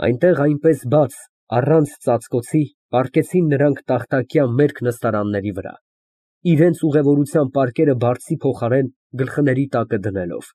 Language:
Armenian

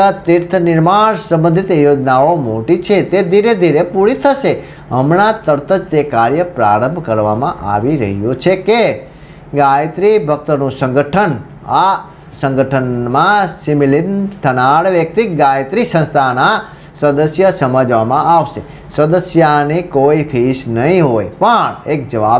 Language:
Gujarati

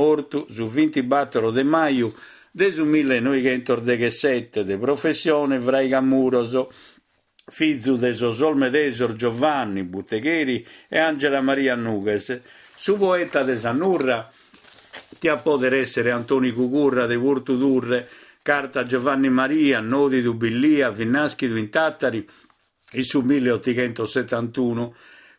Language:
Sardinian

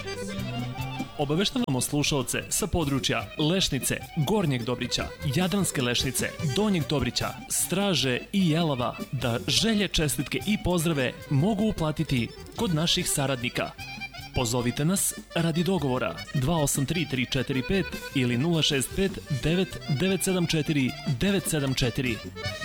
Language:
Serbian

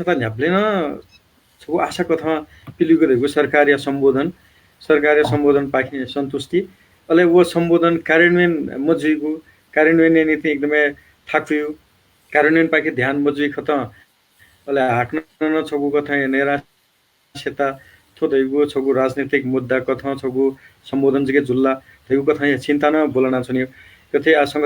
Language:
Newari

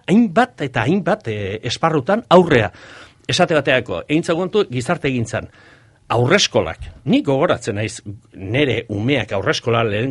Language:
Basque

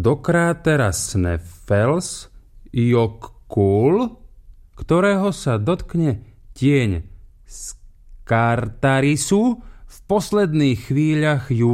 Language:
Slovak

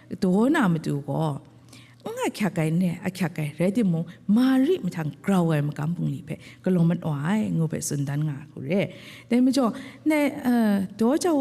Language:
Kachin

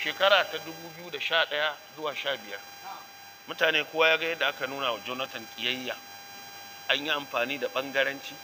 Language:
Hausa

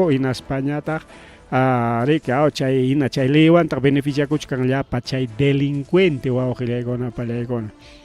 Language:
Ayacucho Quechua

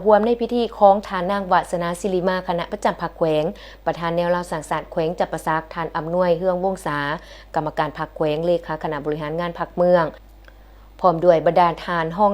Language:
Lao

